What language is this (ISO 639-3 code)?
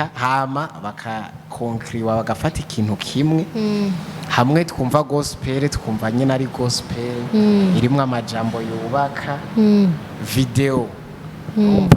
run